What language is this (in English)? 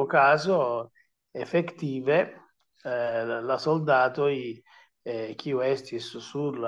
Esperanto